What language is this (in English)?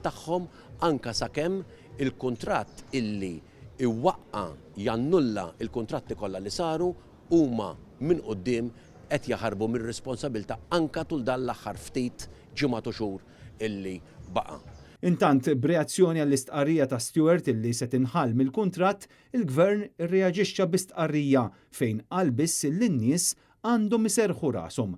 Maltese